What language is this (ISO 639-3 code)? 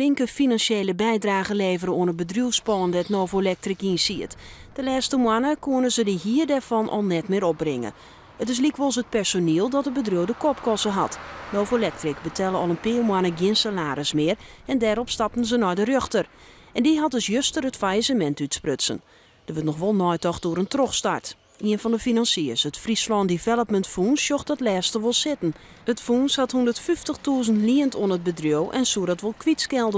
fry